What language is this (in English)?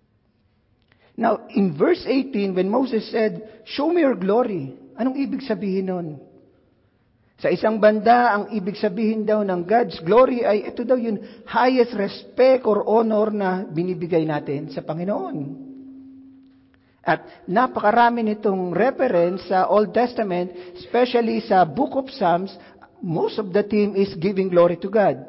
Filipino